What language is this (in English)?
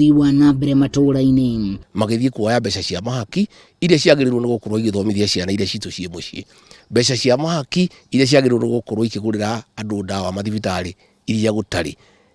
Kikuyu